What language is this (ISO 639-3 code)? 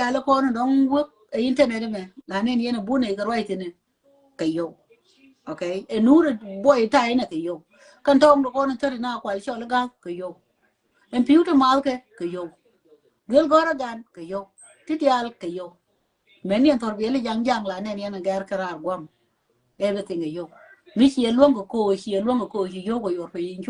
nus